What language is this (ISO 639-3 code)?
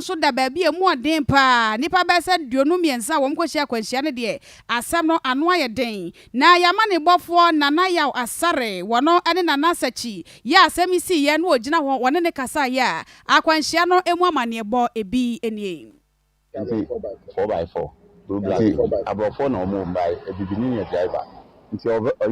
aka